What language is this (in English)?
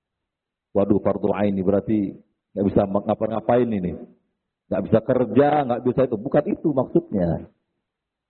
Indonesian